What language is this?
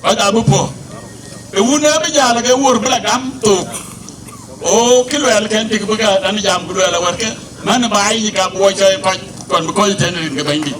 Dinka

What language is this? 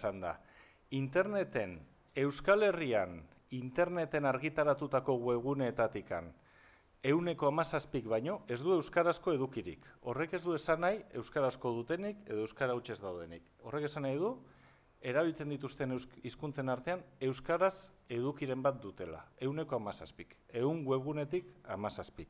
Basque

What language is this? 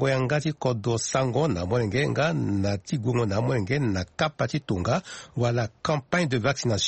Sango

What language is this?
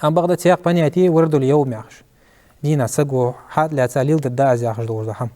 Ingush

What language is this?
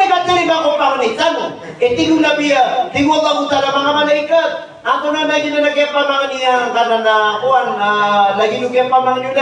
Maranao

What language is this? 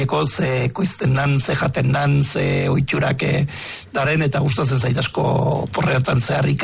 Basque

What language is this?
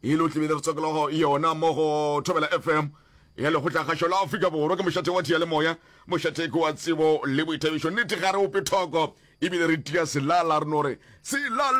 Northern Sotho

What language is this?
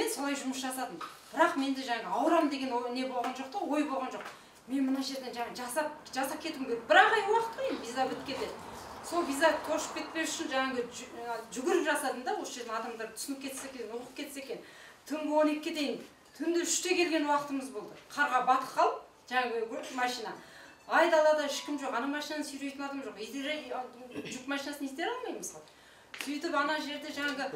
Kazakh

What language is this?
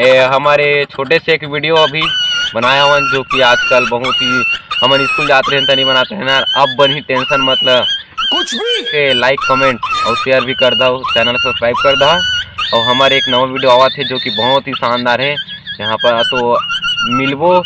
Chhattisgarhi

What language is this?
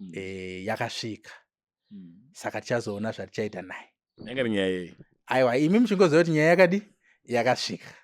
Shona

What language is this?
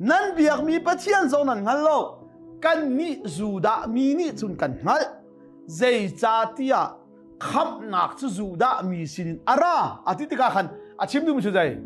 Hakha Chin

